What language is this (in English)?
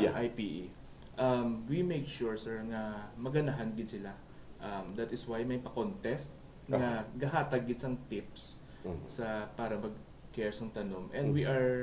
Hiligaynon